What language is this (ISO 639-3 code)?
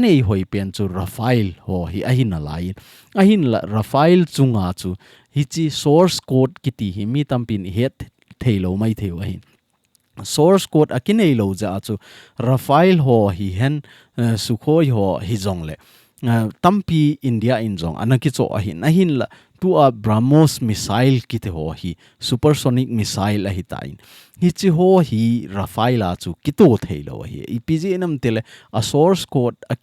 tcz